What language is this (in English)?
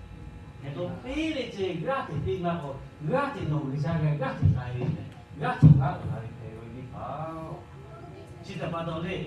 Lahu